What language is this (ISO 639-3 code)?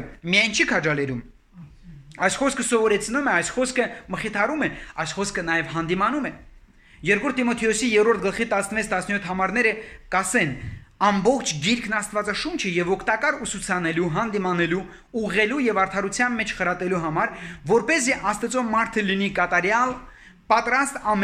hye